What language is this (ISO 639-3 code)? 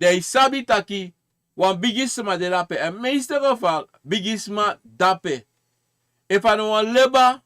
srn